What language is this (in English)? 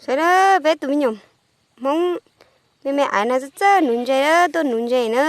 Hmong